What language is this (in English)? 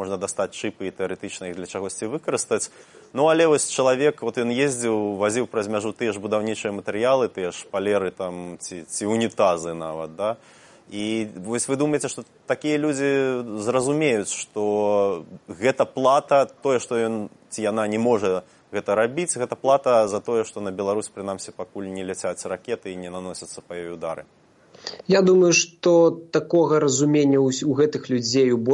Belarusian